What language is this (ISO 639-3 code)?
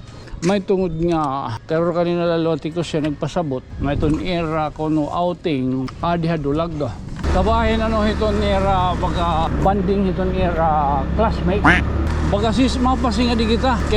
war